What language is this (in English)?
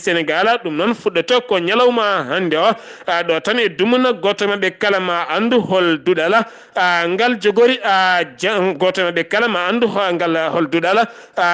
Fula